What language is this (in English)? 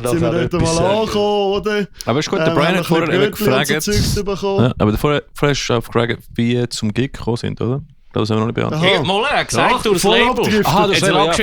Swiss German